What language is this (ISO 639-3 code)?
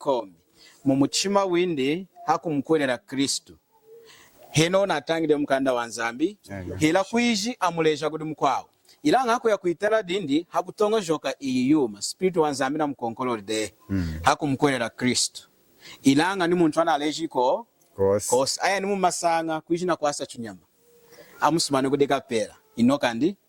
lun